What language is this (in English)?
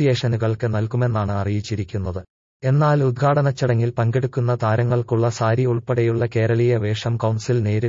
Malayalam